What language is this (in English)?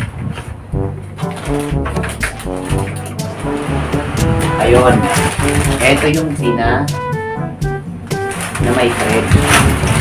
Filipino